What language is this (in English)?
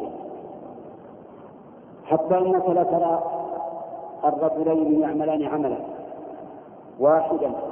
Arabic